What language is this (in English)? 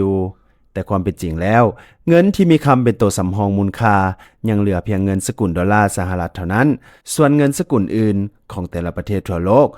Lao